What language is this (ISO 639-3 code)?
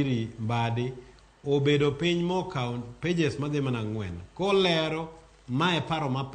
luo